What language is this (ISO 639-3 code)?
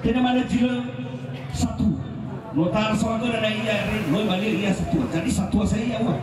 nia